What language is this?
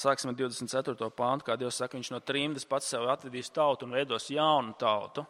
Latvian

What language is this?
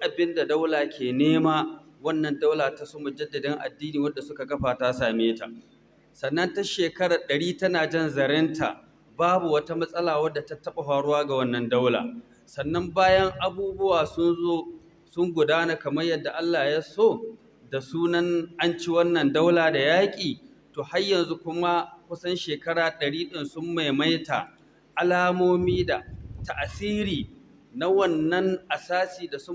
Hausa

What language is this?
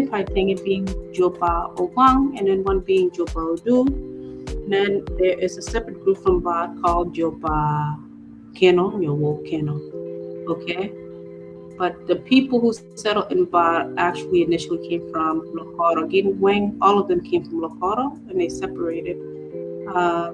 Acoli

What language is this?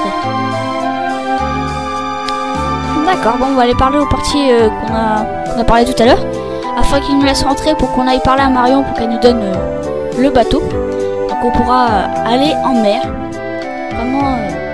French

